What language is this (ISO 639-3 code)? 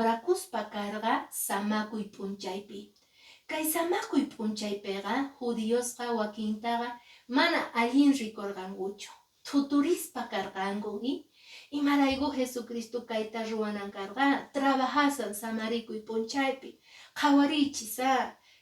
que